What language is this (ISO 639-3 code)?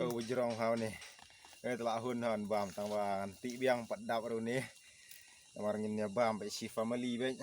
kha